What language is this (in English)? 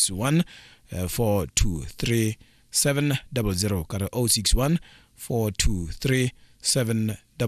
Tswana